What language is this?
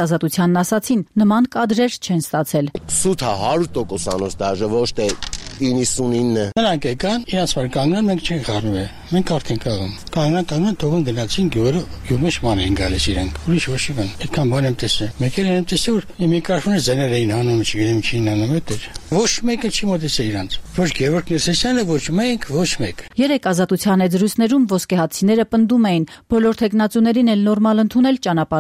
Armenian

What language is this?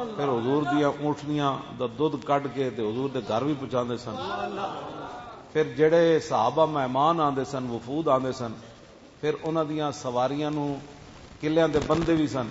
Western Panjabi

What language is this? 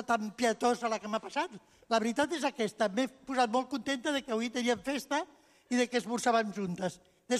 Catalan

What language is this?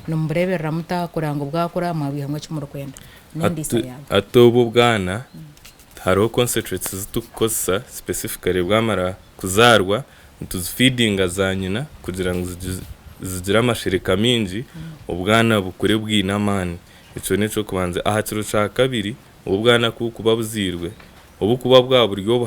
Nyankole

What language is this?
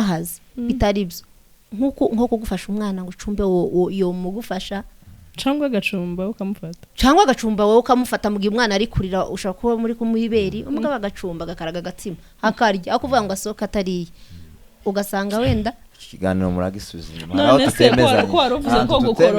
Kinyarwanda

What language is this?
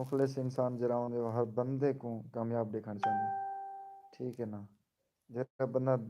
Saraiki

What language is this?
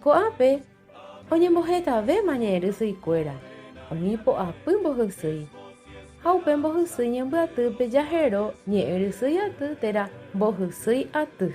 Guarani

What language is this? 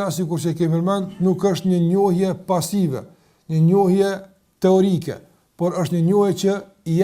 Albanian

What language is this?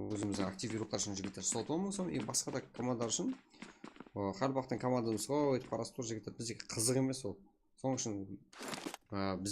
Kara-Kalpak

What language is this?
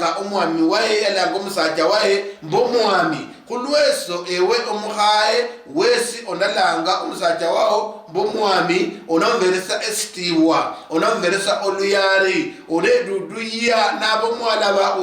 Luyia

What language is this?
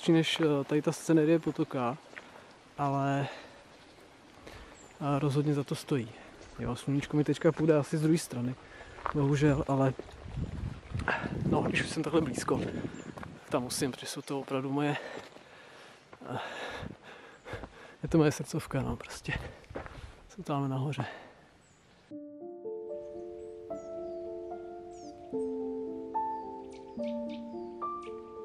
Czech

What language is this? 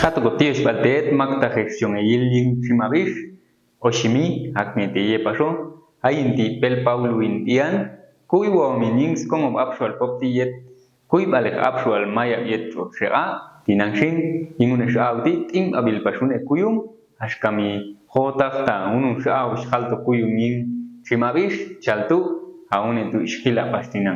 Popti'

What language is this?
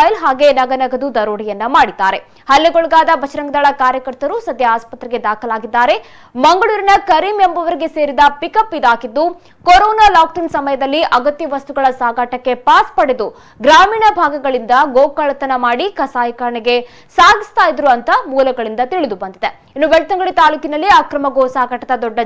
Kannada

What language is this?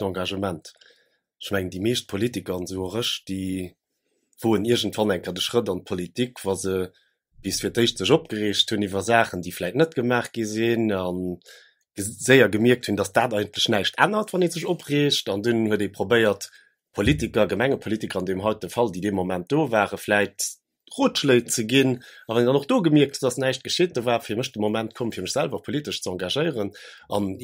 Luxembourgish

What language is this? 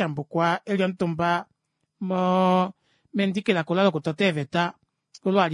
Kuanyama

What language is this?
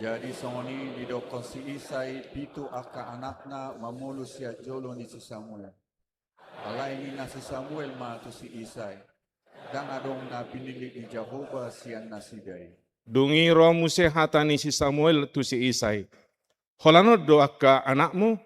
Batak Toba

